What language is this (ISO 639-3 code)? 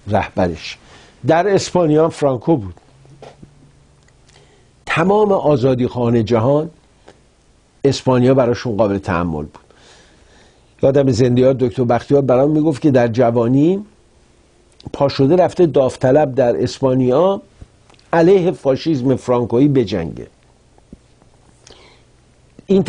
fas